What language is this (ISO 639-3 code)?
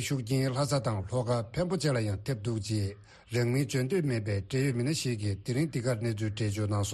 bod